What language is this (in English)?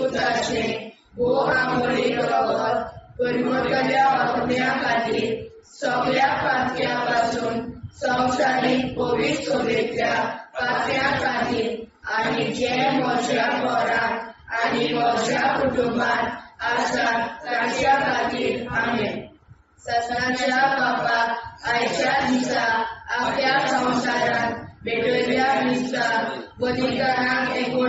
Konkani